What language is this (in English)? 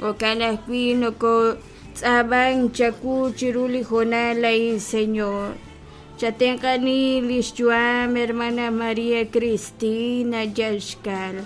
Kekchí